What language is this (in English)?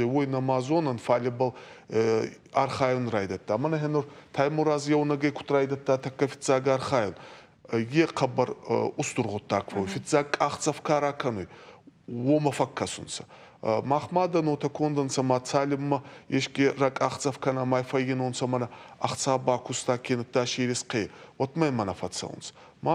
Ossetic